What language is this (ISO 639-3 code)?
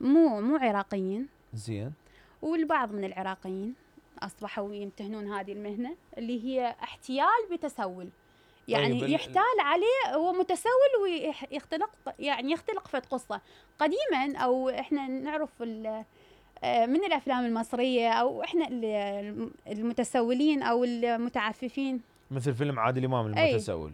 acm